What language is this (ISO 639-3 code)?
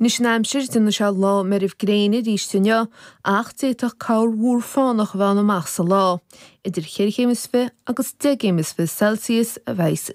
gle